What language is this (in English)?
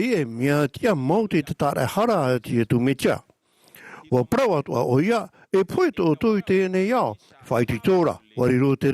Tahitian